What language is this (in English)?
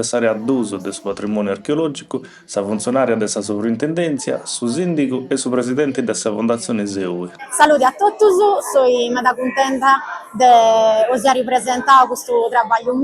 Sardinian